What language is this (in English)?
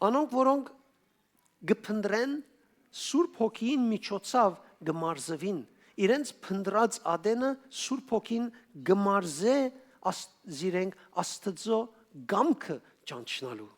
Western Armenian